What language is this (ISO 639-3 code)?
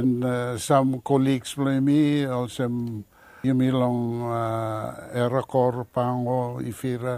bis